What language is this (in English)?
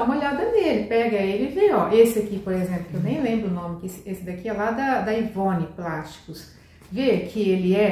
Portuguese